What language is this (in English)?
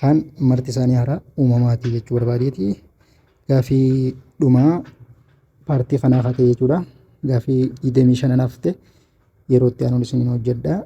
Oromo